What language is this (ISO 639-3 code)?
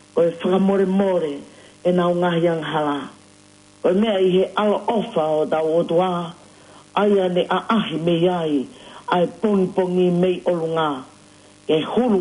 ton